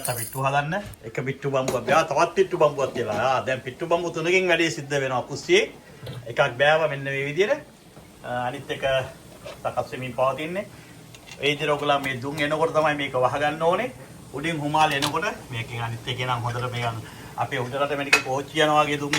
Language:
Sinhala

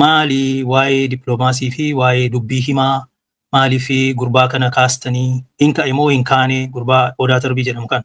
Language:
Oromo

